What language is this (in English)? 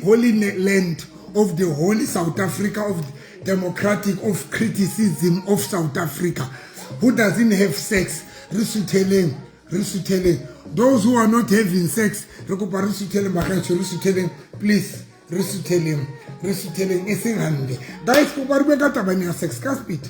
Southern Sotho